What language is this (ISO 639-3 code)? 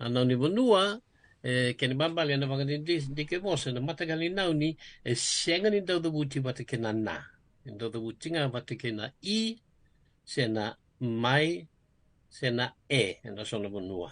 fij